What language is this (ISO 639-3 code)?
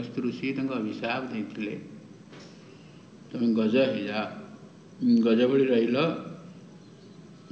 ori